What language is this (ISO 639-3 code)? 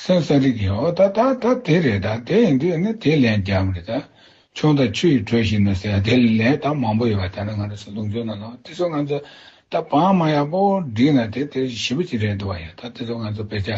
bod